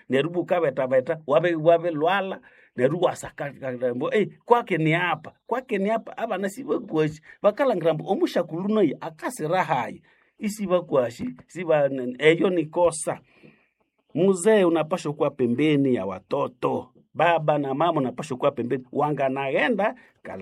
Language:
Nande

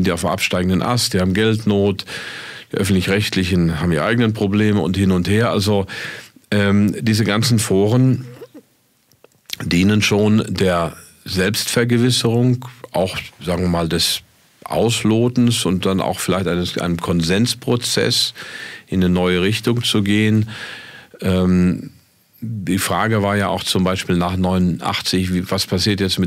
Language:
German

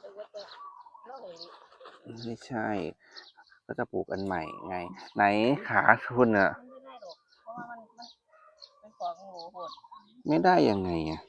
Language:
Northeastern Thai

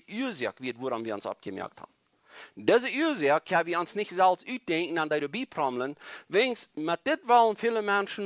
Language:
Plautdietsch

